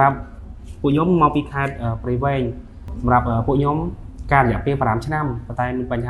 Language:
Khmer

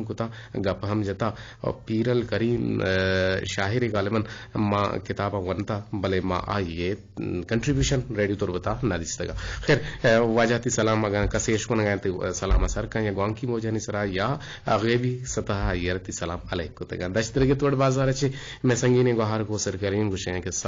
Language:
Eastern Balochi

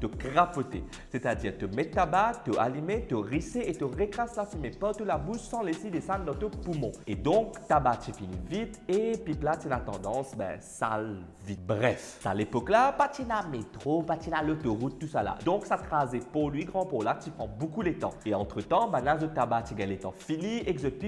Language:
Morisyen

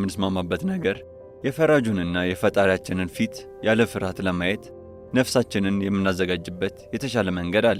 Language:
Amharic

